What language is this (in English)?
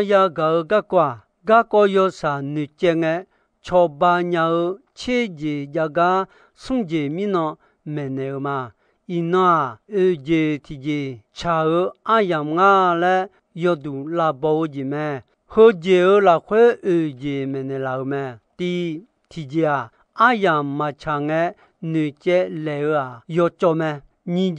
Akha